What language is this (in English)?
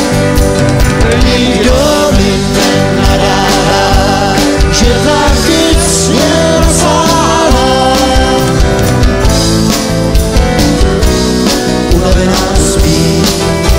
Czech